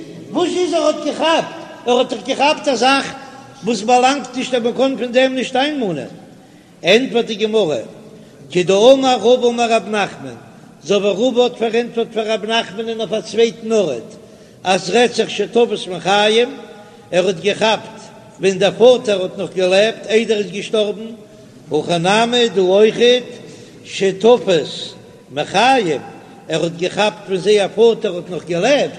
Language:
Yiddish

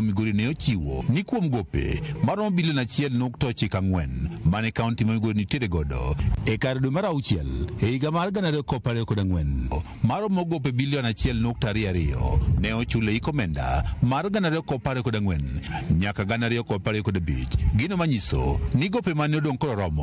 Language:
Luo (Kenya and Tanzania)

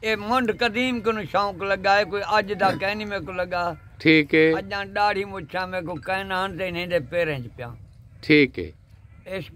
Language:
Saraiki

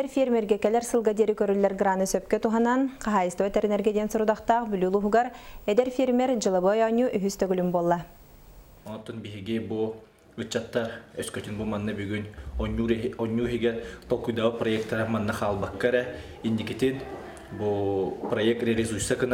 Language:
Yakut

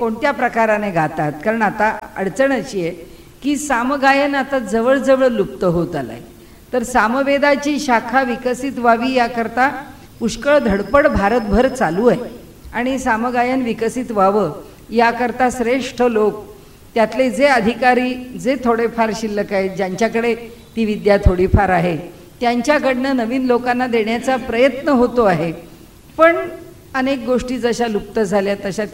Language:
Marathi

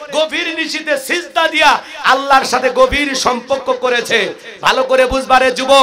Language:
Bangla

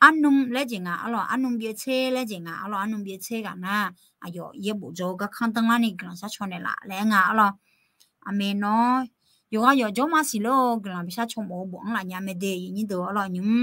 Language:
Akha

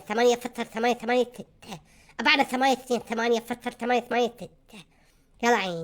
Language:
Mesopotamian Arabic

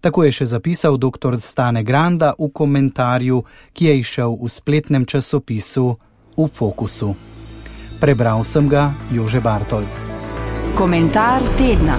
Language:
Slovenian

